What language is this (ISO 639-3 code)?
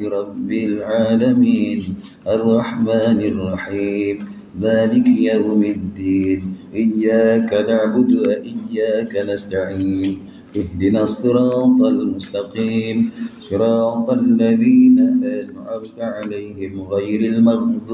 msa